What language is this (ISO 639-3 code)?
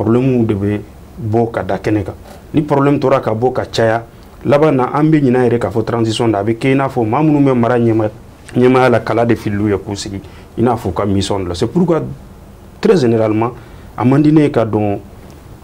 bam